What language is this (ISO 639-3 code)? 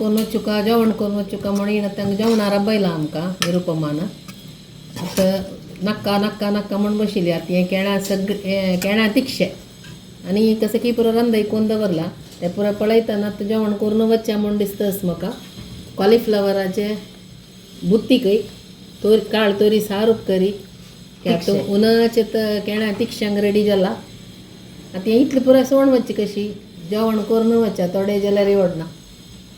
kok